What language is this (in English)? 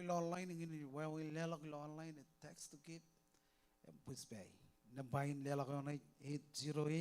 Marshallese